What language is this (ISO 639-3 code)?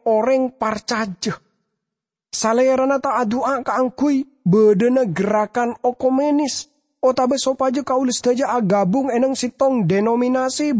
mad